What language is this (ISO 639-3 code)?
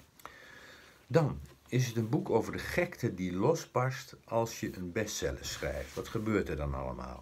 nld